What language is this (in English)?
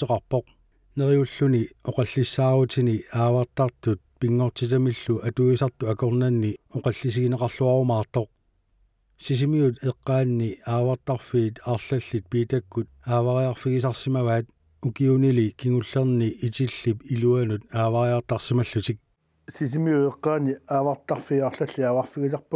Kalaallisut